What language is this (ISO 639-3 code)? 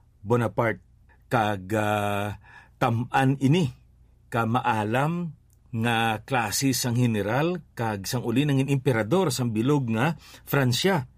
hil